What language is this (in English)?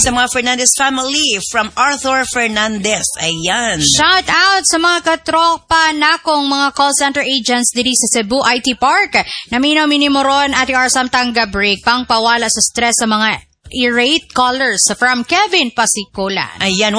Cebuano